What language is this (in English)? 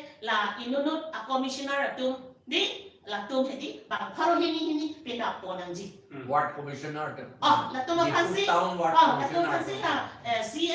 Karbi